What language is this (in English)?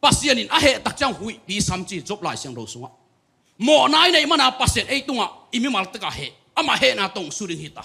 Tedim Chin